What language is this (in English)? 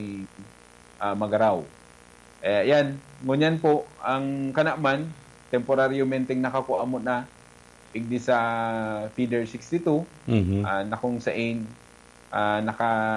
Bikol